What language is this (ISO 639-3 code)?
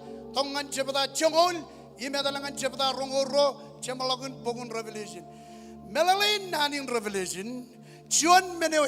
mah